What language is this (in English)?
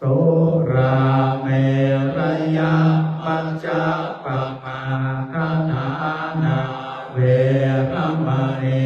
Pali